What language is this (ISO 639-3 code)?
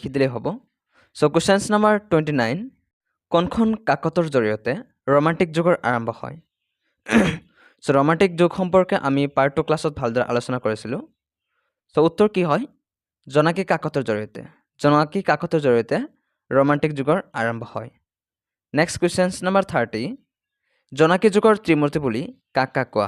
asm